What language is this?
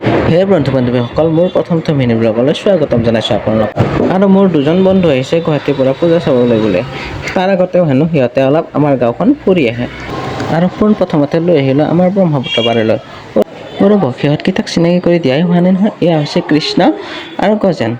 Assamese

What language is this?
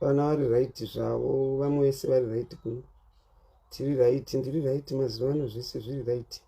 Shona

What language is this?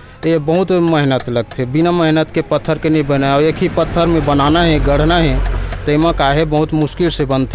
Chhattisgarhi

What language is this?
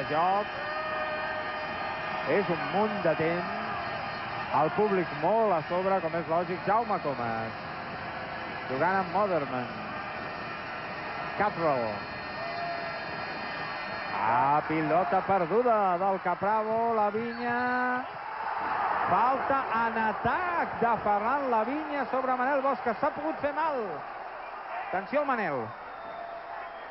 Catalan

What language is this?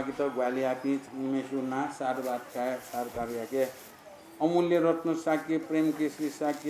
Newari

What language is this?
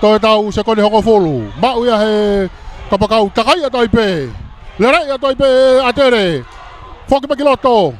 Tongan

